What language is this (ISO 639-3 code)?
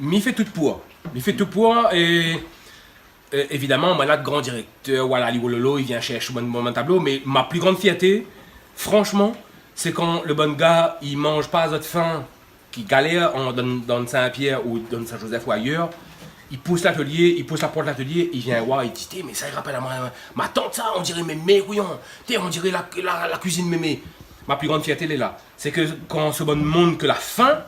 rcf